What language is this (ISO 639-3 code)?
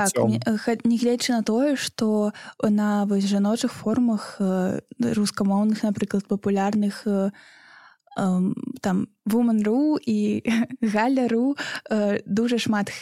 bel